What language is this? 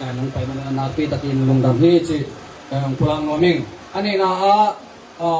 Tedim Chin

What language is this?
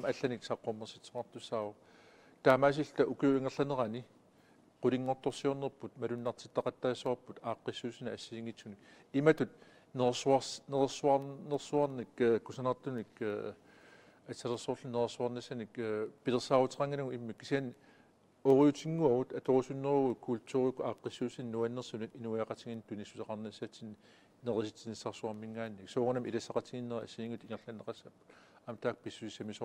Kalaallisut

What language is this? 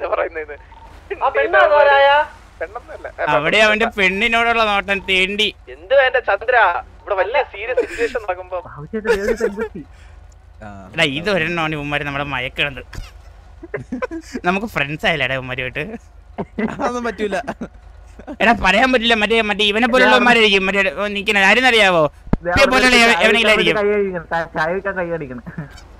Malayalam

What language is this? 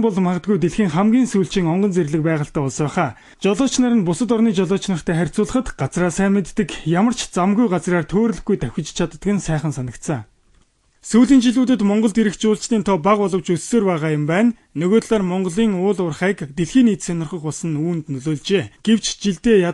Mongolian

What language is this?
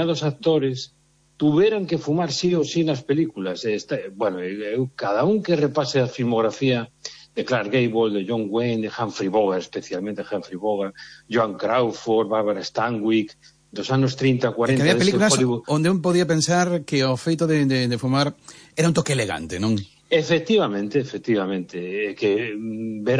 Galician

